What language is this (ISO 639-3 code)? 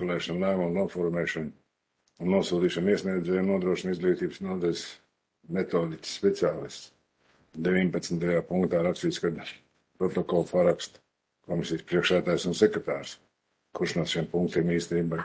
lav